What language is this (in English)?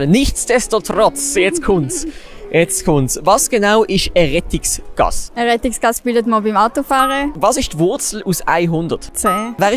Swiss German